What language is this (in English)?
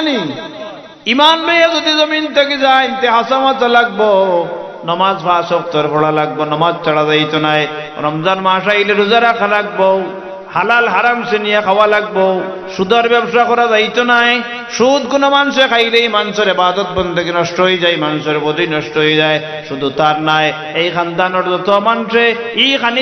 Sylheti